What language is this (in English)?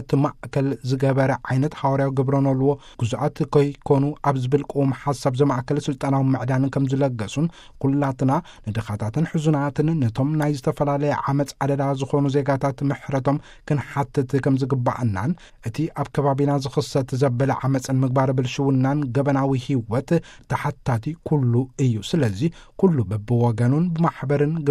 Tigrinya